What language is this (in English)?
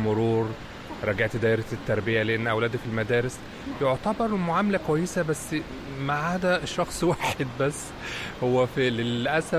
Mesopotamian Arabic